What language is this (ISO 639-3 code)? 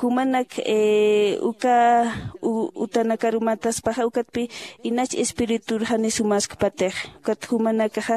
aym